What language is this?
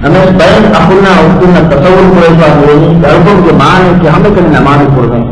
Divehi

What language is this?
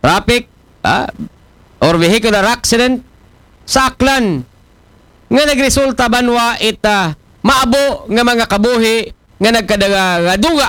Aklanon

